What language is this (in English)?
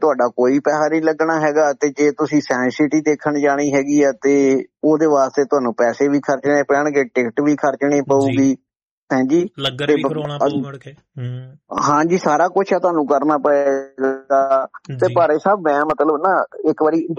Punjabi